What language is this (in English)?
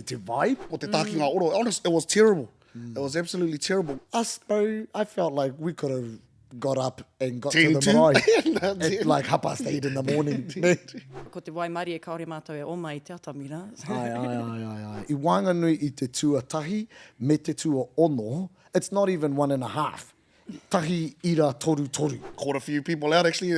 Māori